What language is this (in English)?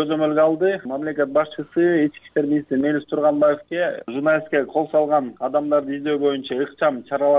Kyrgyz